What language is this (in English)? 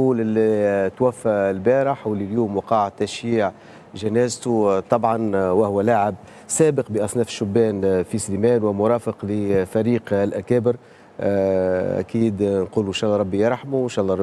Tunisian Arabic